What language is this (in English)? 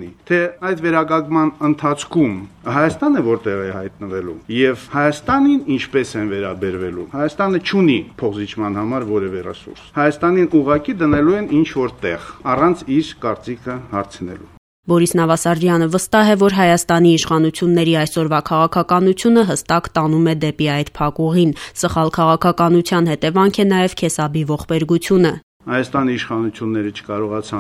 Armenian